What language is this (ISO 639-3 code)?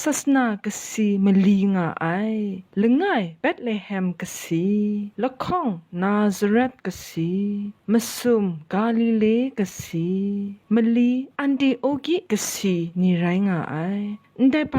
kac